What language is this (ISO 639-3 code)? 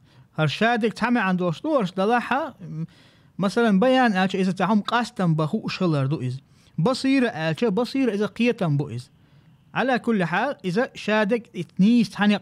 che